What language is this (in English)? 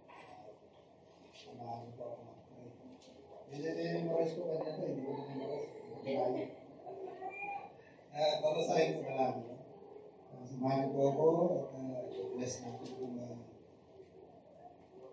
Filipino